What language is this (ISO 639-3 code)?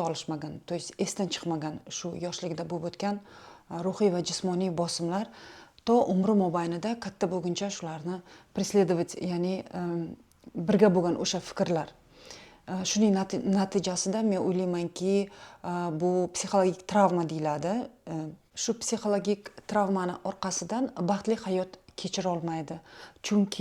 uzb